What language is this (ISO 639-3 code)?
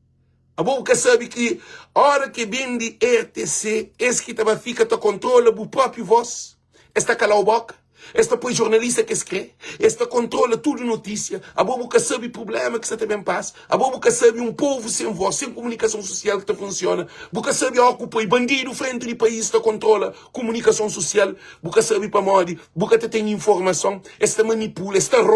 kea